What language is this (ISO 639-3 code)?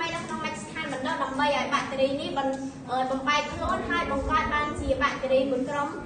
khm